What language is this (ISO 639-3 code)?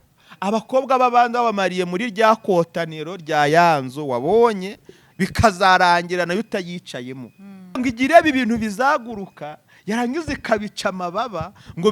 run